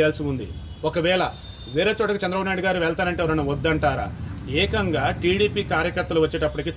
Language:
Telugu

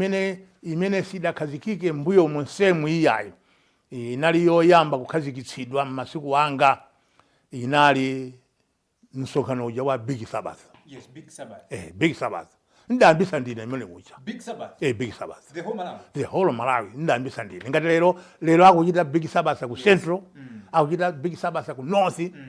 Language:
Nyanja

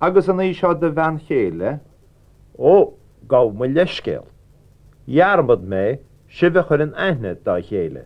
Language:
Irish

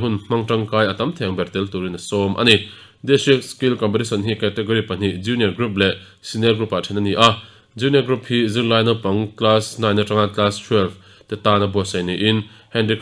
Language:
Mizo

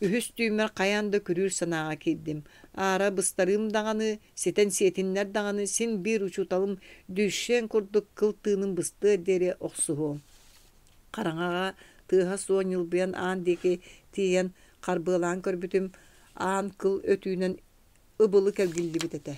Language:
Yakut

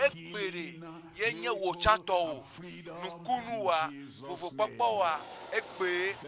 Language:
Ewe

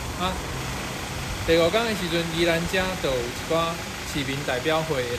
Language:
Min Nan Chinese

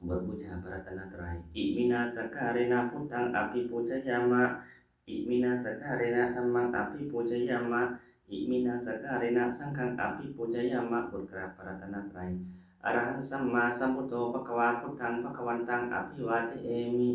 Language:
Pali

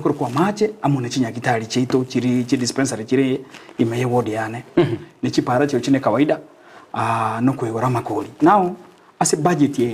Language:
Gusii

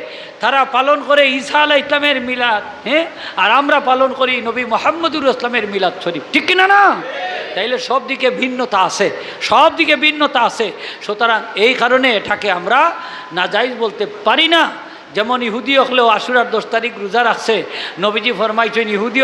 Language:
Sylheti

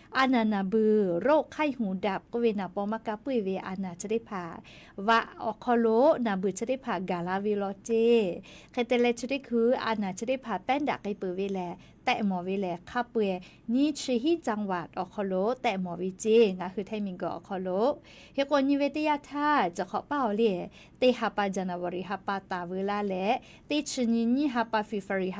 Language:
Lahu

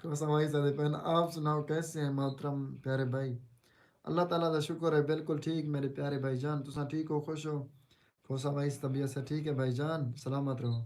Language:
Saraiki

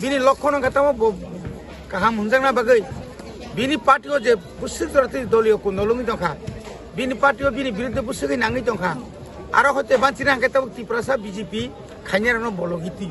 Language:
Kok Borok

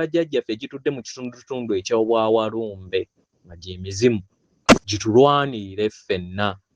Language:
Ganda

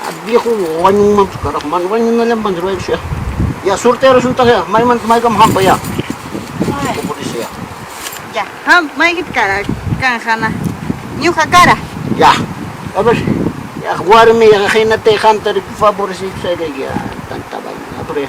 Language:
Ayacucho Quechua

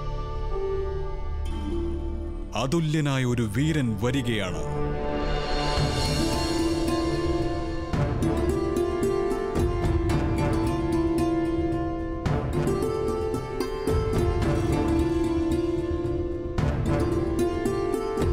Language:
Malayalam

